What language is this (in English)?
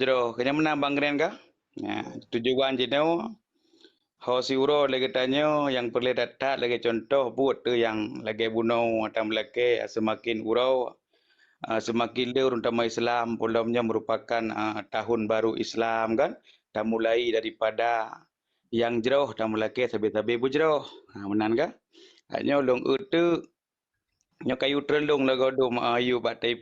Achinese